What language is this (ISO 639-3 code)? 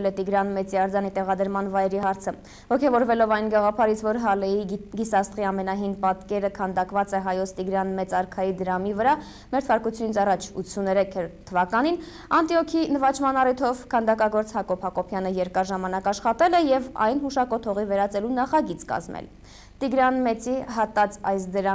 hye